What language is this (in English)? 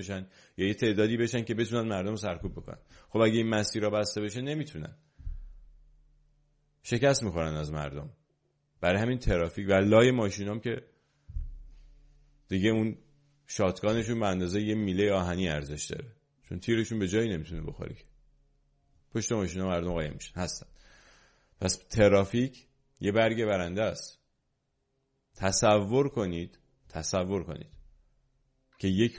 Persian